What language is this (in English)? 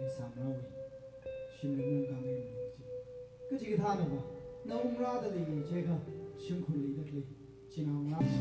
Tangkhul Naga (India)